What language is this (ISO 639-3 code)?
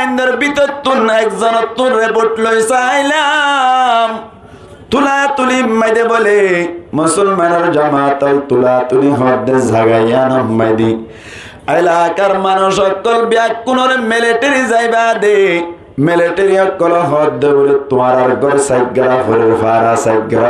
rhg